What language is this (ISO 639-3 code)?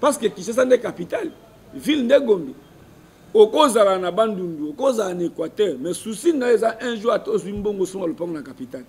lin